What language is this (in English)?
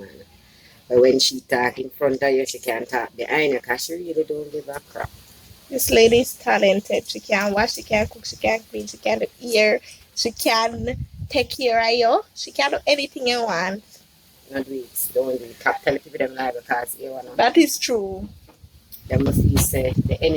Jamaican Creole English